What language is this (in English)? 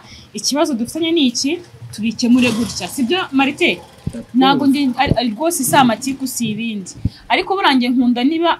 Kinyarwanda